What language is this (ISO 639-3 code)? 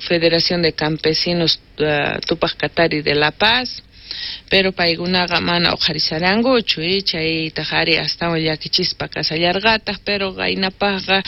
quh